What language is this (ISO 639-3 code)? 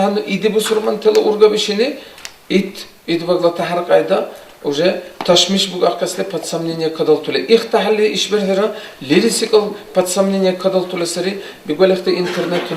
dar